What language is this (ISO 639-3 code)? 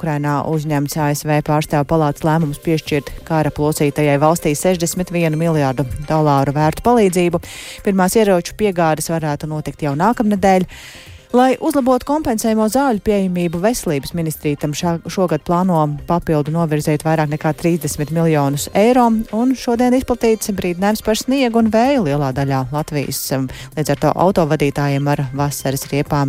lav